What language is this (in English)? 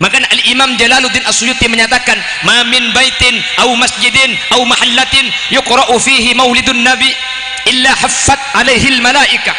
Madurese